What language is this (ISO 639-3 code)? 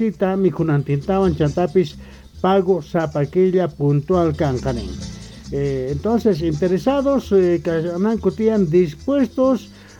que